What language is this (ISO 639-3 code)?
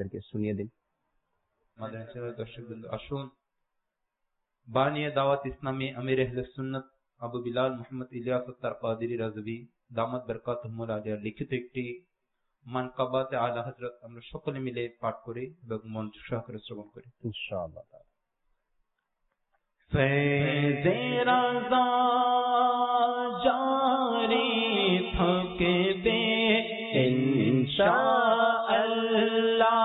ben